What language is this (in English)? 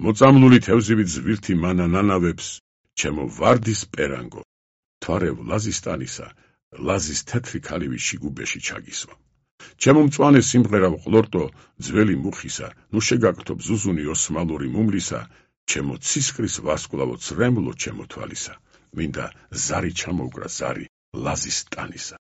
Georgian